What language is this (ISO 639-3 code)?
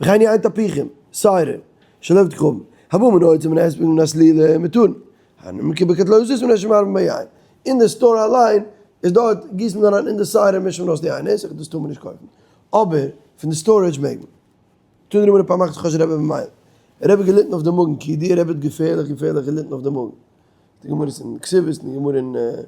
yid